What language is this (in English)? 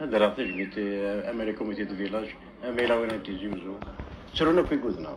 Kabyle